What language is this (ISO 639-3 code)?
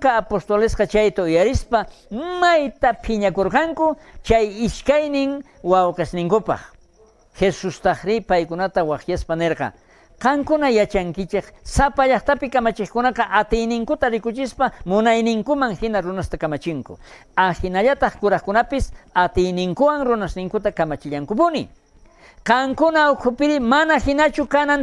quh